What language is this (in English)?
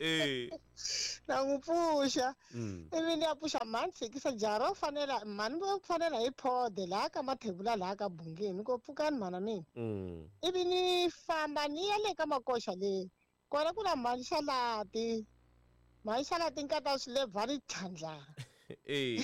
Tsonga